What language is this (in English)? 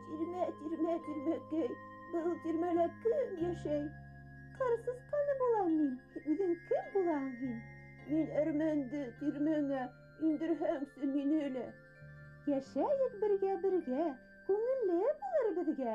Bashkir